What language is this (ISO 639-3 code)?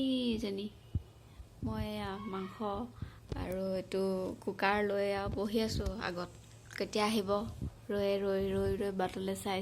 asm